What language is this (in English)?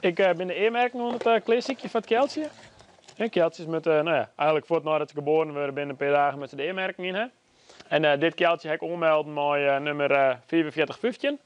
Western Frisian